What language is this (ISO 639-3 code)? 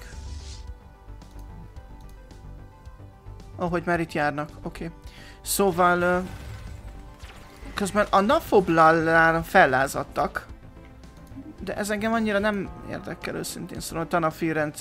hun